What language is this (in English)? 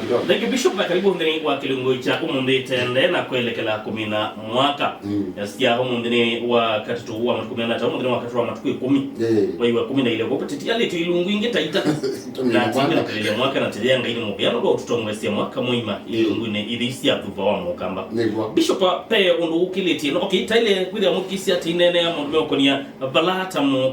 Kamba